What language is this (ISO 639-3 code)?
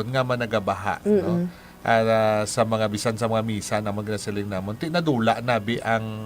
hil